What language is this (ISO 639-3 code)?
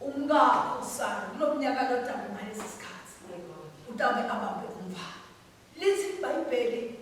ssw